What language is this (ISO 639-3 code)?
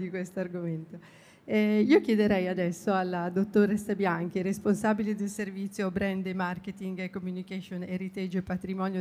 ita